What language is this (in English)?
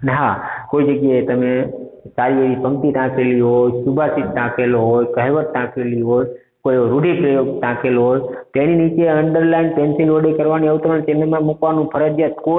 Gujarati